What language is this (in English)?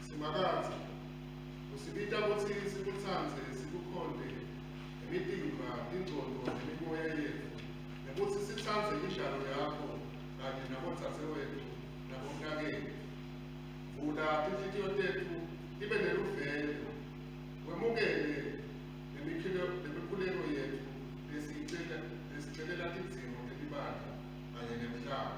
Swati